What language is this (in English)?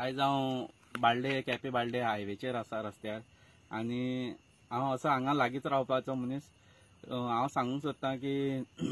Konkani